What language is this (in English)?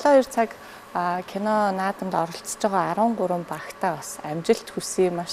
Mongolian